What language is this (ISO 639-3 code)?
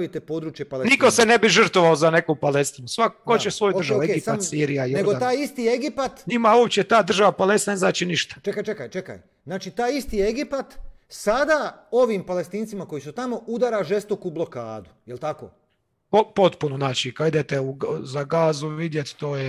hrv